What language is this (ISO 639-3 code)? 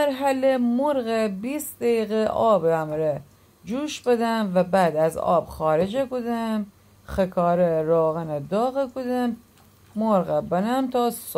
glk